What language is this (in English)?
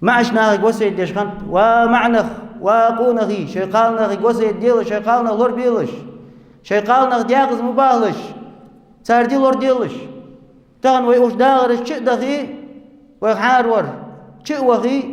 Ingush